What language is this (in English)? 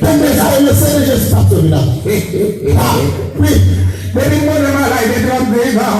Haitian Creole